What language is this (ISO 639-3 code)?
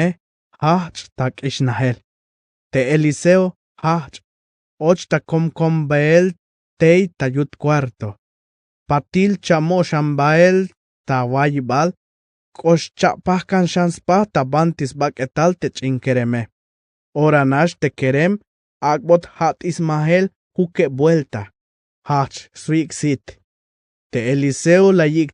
tzh